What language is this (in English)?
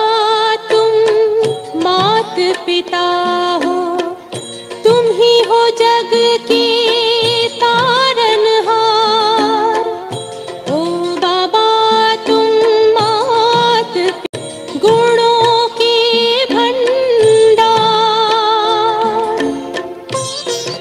Hindi